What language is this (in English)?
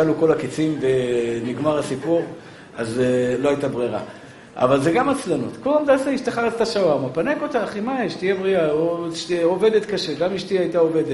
Hebrew